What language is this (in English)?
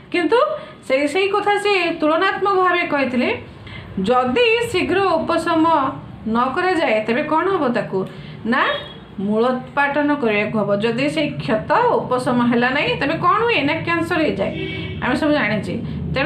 Odia